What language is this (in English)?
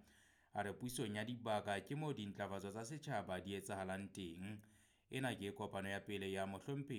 Southern Sotho